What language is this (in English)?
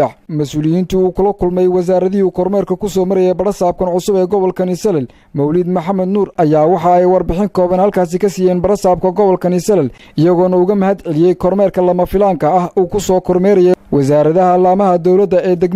Somali